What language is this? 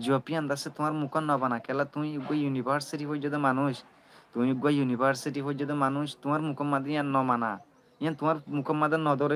Rohingya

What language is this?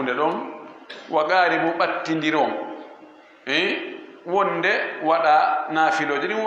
Fula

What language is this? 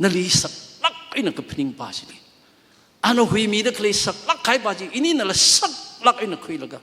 Tangkhul Naga (India)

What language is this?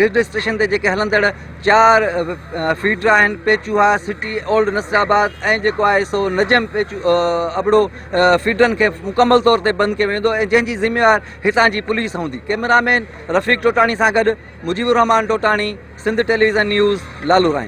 Sindhi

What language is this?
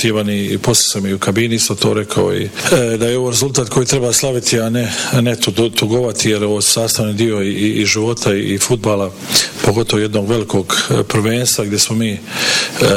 Bosnian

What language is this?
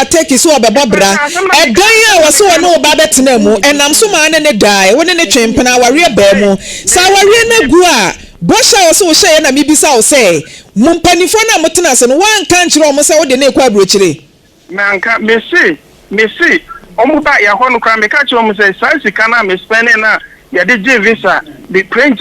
Akan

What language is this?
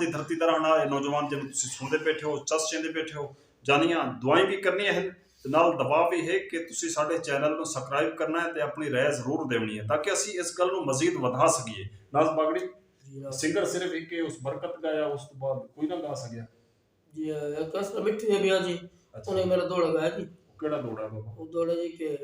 Saraiki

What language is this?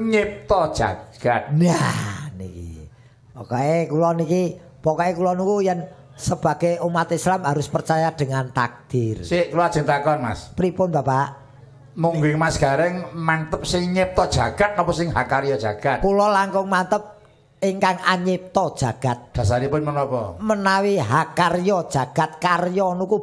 Javanese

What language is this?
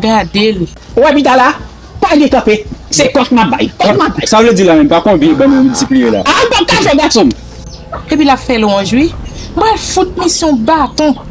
Haitian Creole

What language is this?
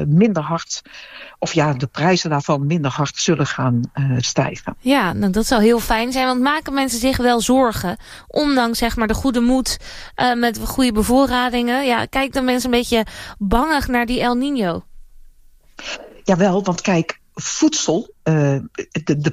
Dutch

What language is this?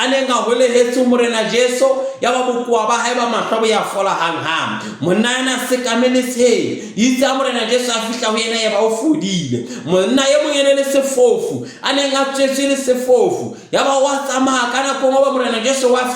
Southern Sotho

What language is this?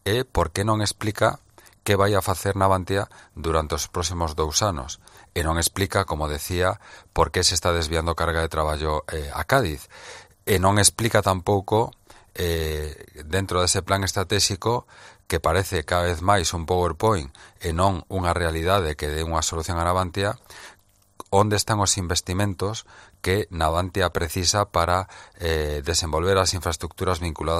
Galician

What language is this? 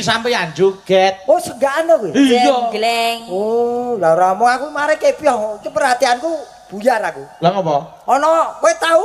Javanese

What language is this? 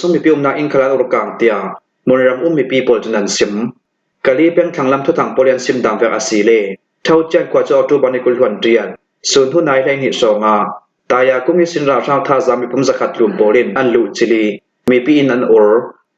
Falam Chin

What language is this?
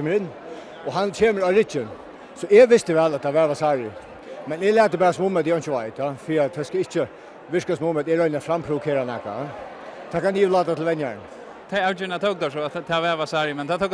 Faroese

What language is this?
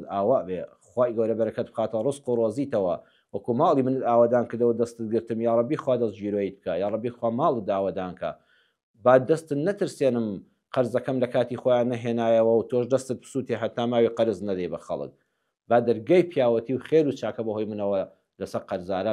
Central Kurdish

